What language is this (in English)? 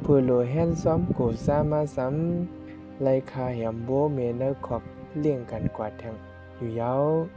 Shan